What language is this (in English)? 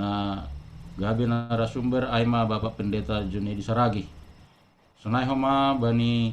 Batak Simalungun